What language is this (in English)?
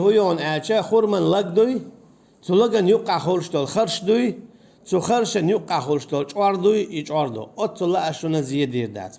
Chechen